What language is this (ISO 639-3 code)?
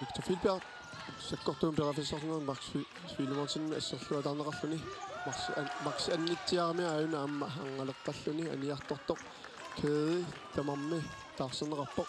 kal